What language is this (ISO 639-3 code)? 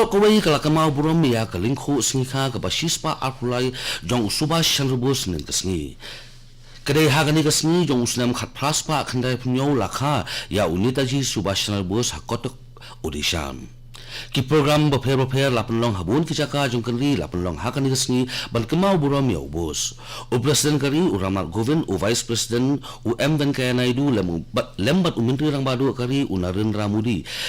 kha